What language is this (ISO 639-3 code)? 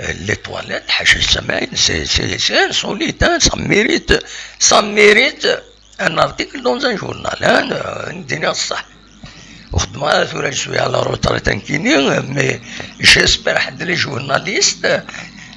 kab